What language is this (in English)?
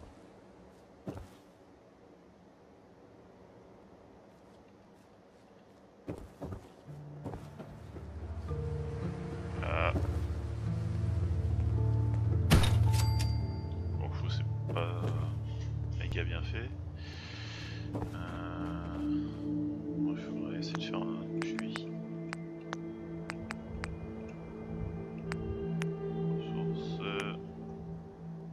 French